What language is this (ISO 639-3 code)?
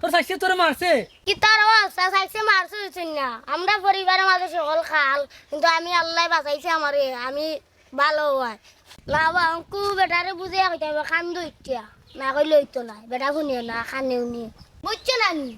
syl